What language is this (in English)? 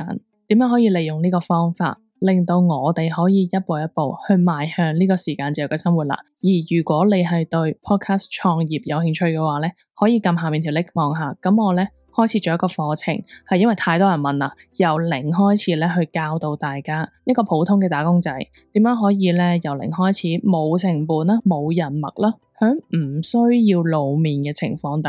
Cantonese